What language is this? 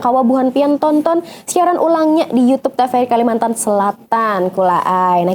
Banjar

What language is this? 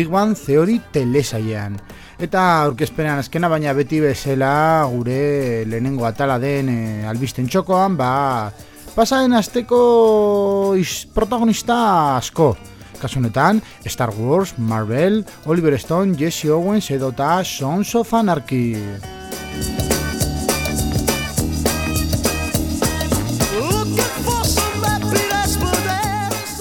Basque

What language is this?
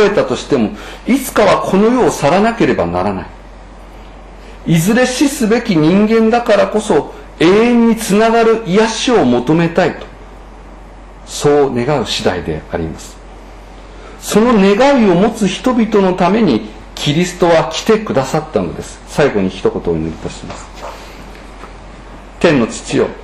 Japanese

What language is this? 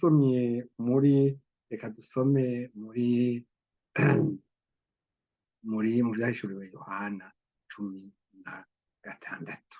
Rundi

